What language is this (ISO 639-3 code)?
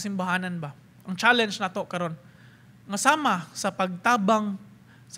ceb